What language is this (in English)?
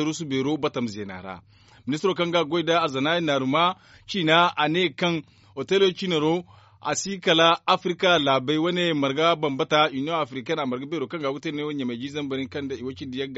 Zarma